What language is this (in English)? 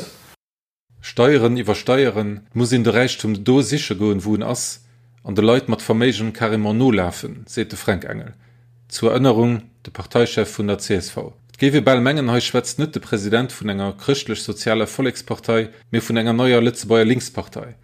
Luxembourgish